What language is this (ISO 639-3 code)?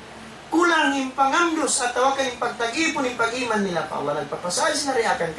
tsg